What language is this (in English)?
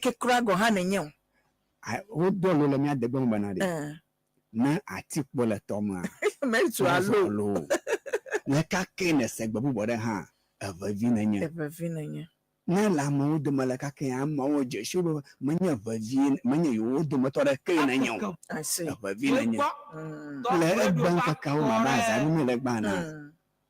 Ewe